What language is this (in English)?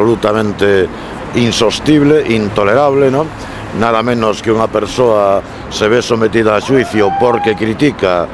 Galician